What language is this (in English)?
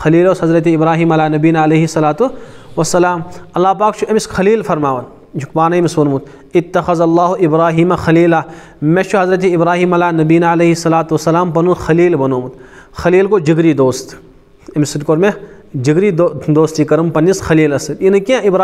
Kashmiri